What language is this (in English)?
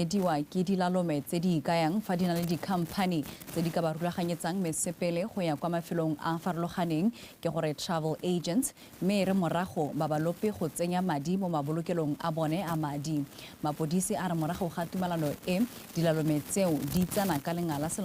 Tswana